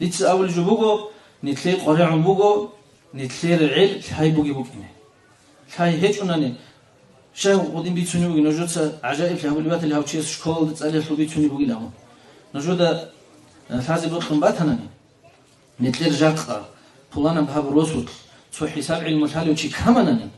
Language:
Avaric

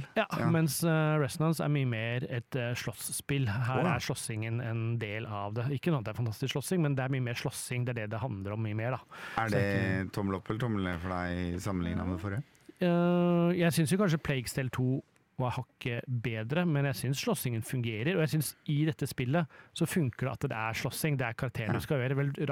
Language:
Norwegian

